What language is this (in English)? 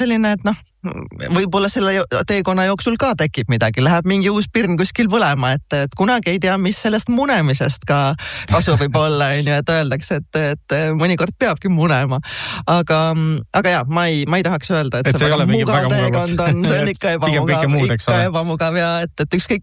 Estonian